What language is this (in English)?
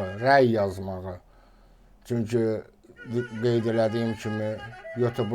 Azerbaijani